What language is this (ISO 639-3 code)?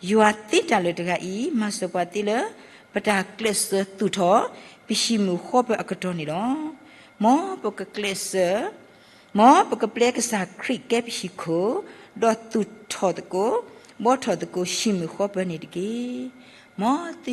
ksw